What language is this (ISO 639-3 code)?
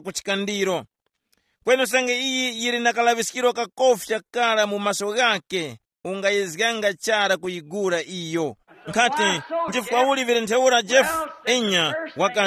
tum